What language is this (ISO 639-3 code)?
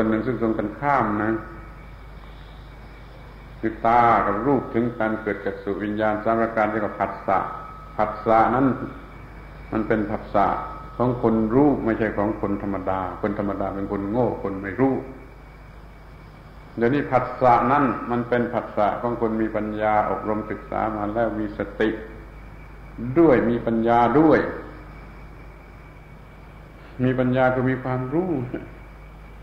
tha